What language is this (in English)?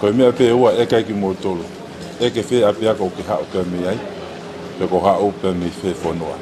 Tongan